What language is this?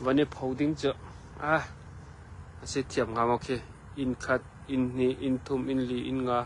Hakha Chin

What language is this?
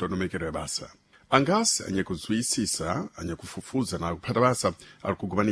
Sena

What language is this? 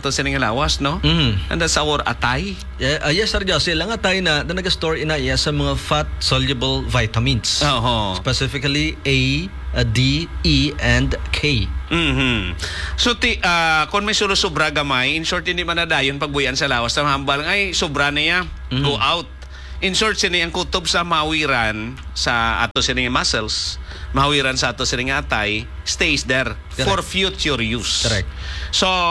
Hiligaynon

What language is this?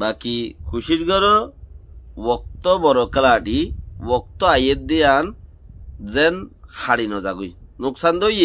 Rohingya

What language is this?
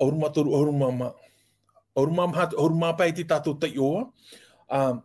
Tahitian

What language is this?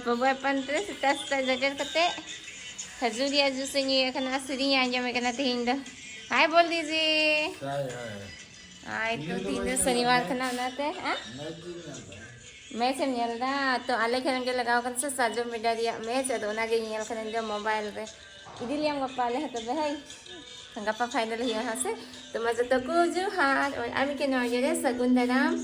Santali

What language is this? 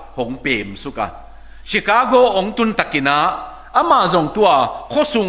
Tedim Chin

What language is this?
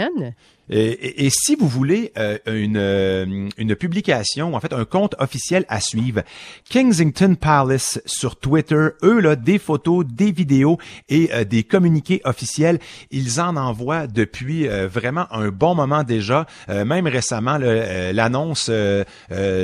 French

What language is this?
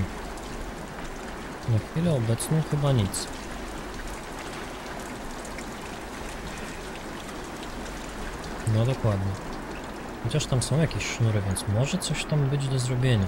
Polish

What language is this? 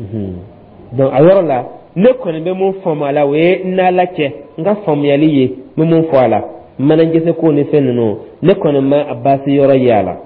Dyula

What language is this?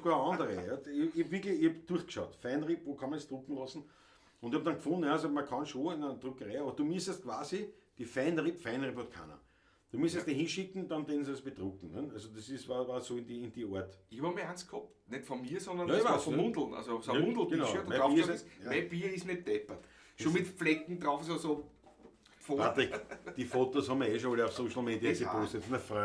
Bavarian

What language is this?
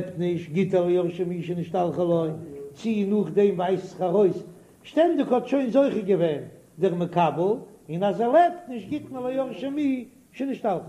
Yiddish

